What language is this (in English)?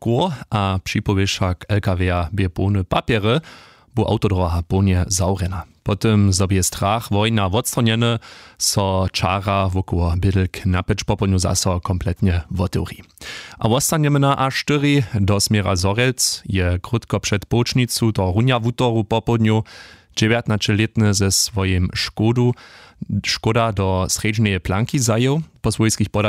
Upper Sorbian